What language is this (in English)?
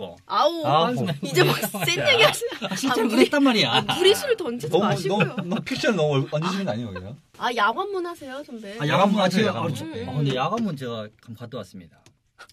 Korean